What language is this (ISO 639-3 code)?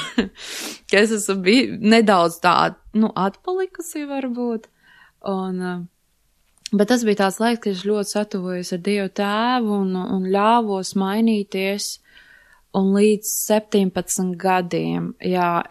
lav